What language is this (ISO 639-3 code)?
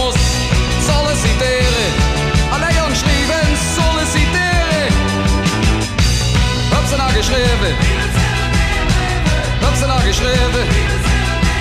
nld